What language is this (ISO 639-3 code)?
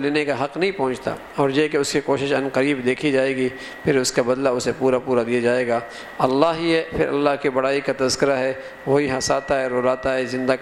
urd